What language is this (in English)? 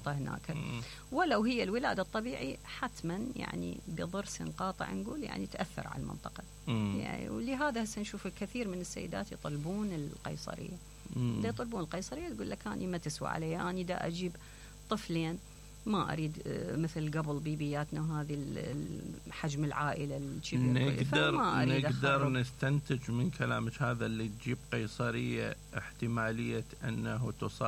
Mesopotamian Arabic